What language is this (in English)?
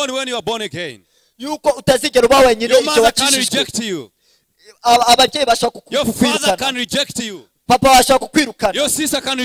Kinyarwanda